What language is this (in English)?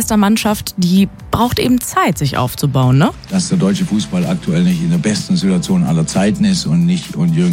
German